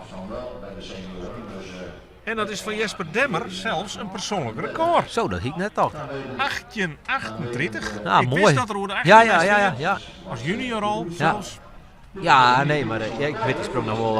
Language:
Western Frisian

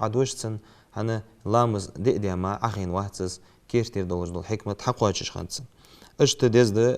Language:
Ingush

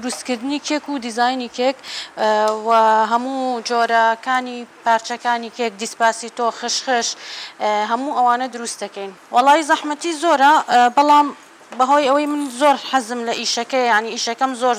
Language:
Central Kurdish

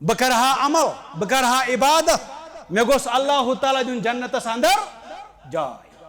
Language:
Kashmiri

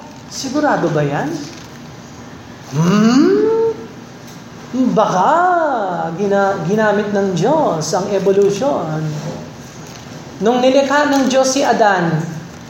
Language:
Filipino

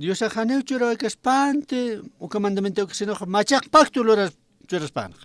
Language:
Aymara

